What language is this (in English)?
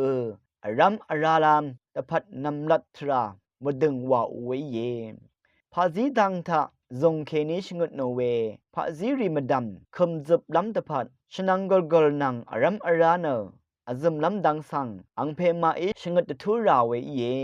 Rawang